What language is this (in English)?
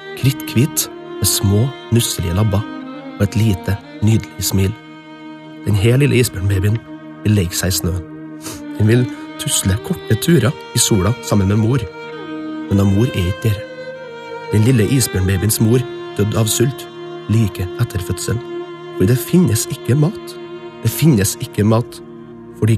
Norwegian